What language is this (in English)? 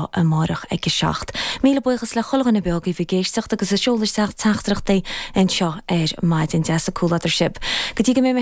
Irish